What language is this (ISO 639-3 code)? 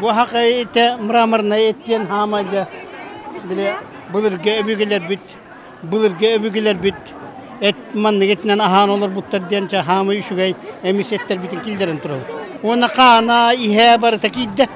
sah